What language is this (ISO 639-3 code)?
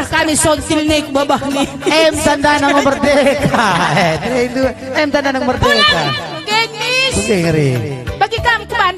btx